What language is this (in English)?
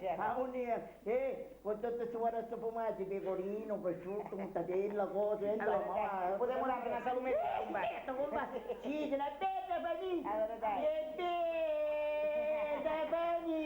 Sicilian